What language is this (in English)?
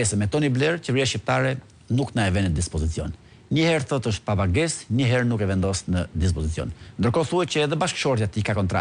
Albanian